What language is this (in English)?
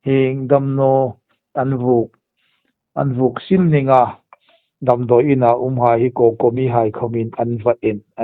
Hmar